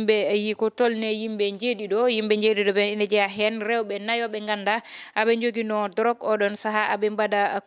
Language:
Fula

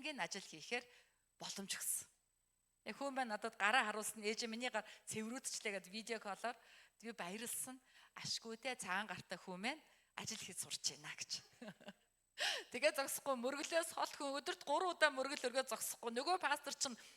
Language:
Mongolian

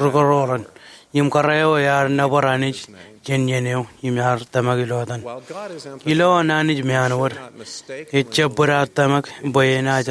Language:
Marshallese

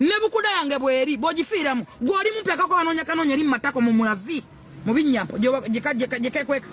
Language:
Ganda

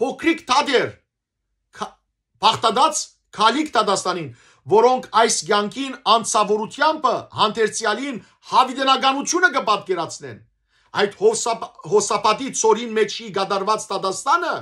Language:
Western Armenian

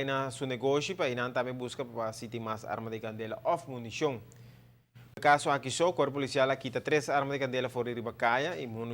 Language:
Papiamento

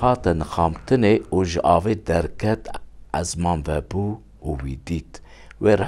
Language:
Kurdish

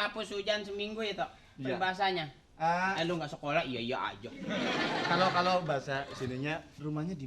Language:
Betawi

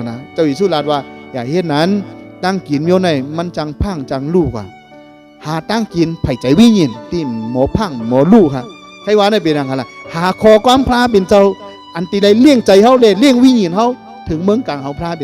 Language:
Shan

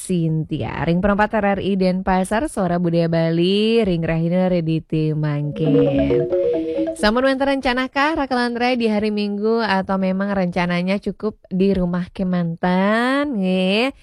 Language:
Balinese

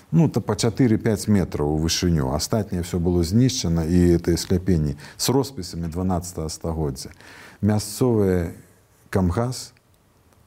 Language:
Belarusian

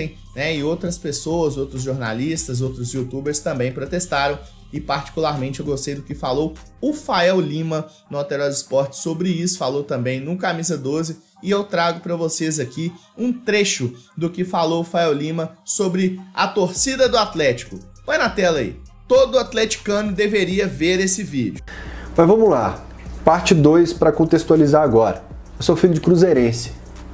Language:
Portuguese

